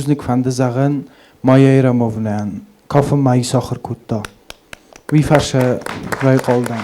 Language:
Ossetic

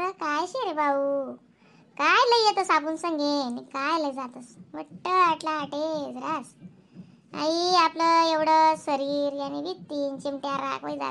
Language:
Khandesi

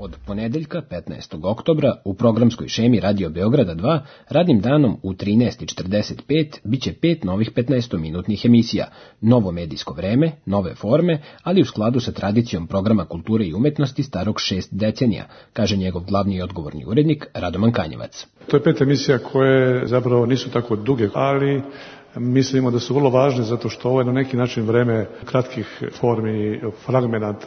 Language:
Serbian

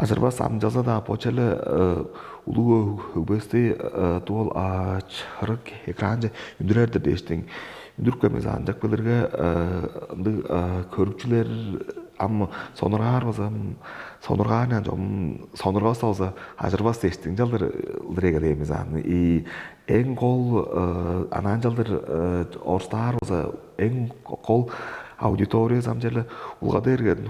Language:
Tuvinian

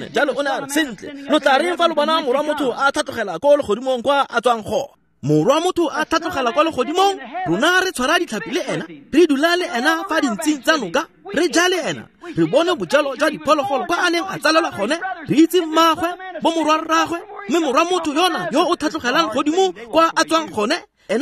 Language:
Tswana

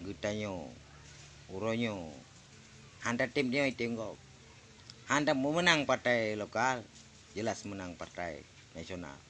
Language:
Achinese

